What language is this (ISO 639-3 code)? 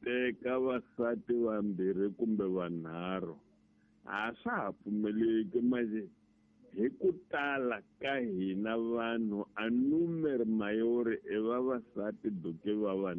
tso